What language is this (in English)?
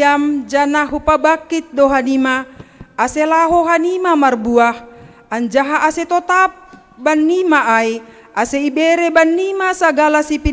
Batak Simalungun